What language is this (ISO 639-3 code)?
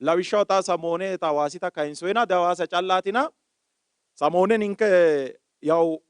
sid